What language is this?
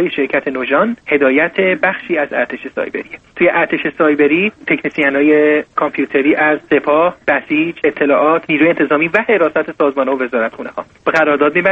Persian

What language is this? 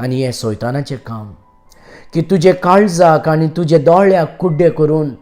Konkani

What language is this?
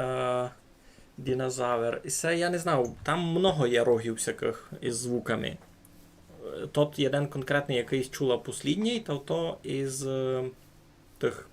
Rusyn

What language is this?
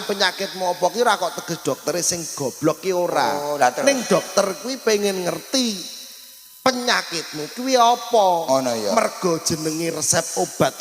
Javanese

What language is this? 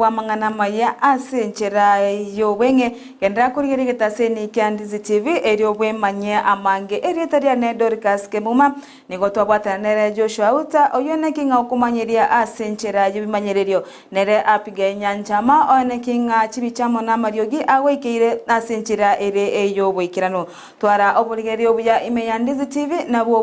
Gusii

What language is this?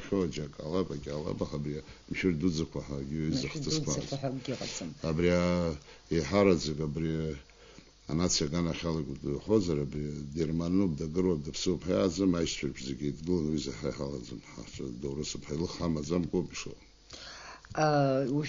Abkhazian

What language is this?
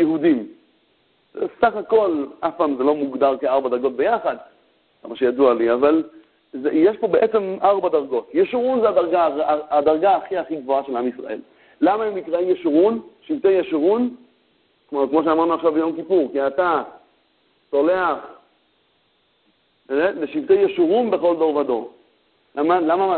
Hebrew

